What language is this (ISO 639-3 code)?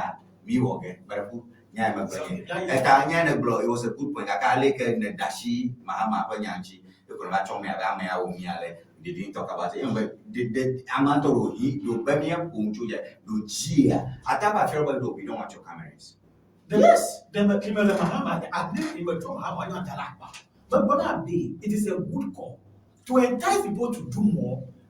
ewe